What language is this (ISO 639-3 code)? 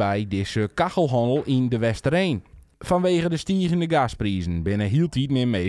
fry